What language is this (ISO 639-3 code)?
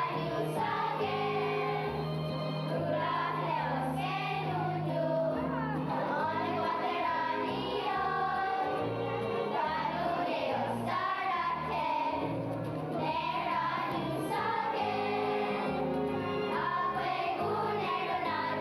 moh